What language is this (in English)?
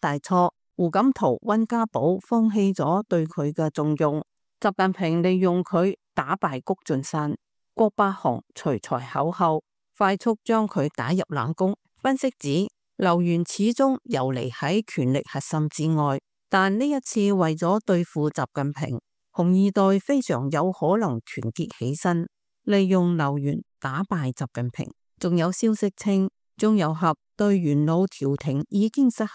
Cantonese